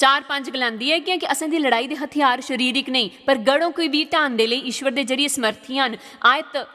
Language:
Dogri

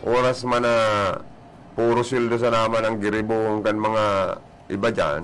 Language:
Bikol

